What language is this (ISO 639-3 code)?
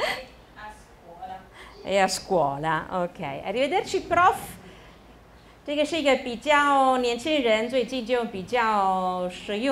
zho